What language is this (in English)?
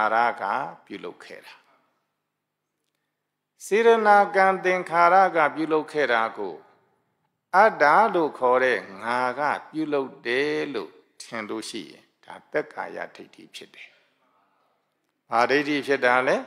Burmese